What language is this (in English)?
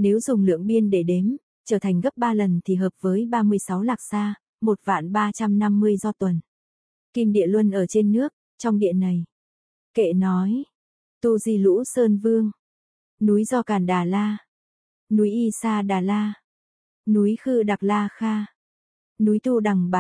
Vietnamese